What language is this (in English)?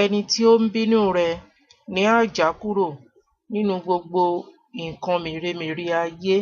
Yoruba